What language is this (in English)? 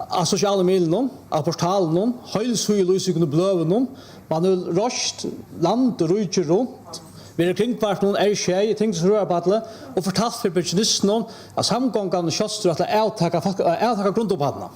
Faroese